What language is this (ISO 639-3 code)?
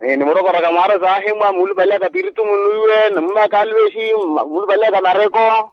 vmw